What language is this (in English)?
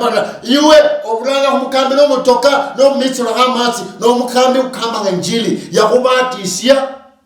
Luyia